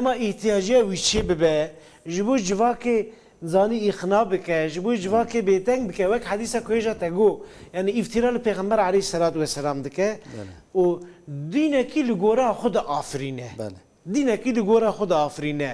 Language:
Kurdish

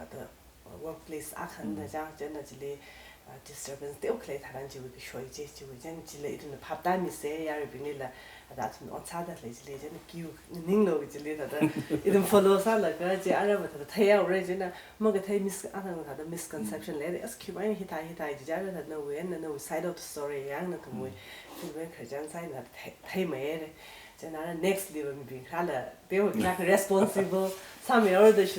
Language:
Tangkhul Naga (India)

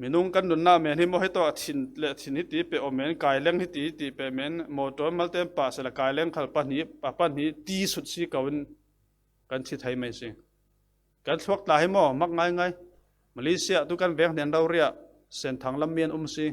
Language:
Falam Chin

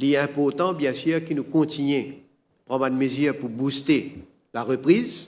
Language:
Morisyen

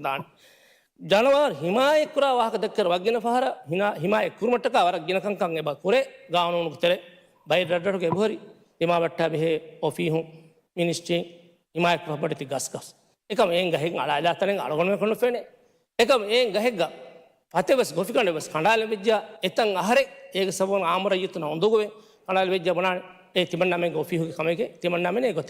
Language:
Divehi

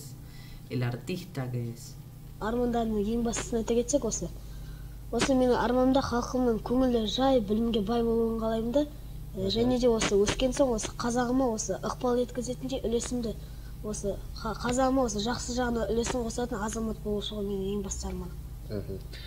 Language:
Kazakh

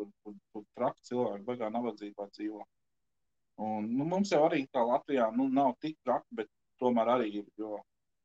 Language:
Latvian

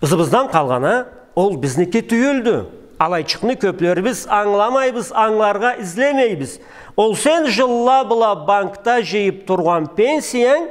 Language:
Karachay-Balkar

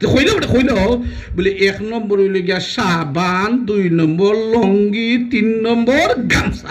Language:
Sylheti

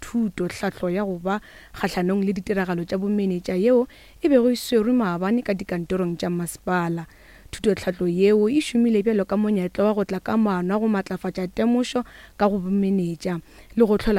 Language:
Northern Sotho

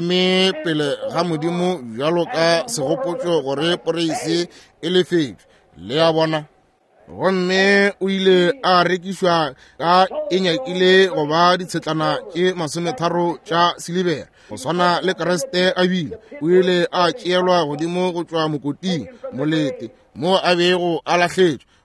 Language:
Northern Sotho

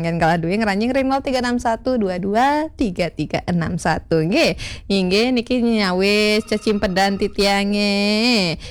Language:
Balinese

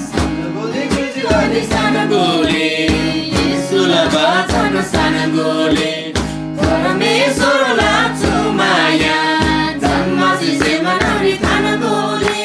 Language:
Eastern Tamang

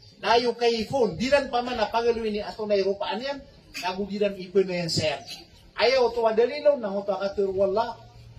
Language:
Maranao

